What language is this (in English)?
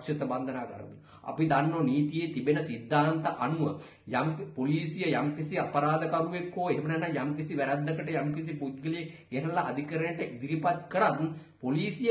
Sinhala